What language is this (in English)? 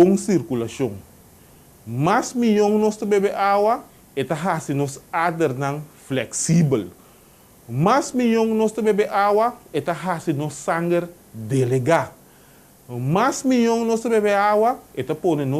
Papiamento